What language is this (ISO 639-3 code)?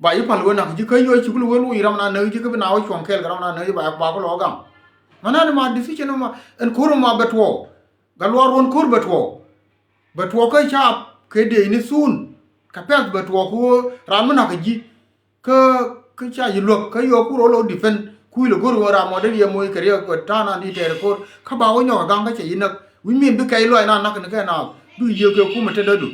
nus